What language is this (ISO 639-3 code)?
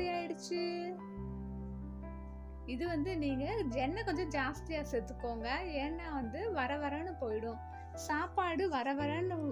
tam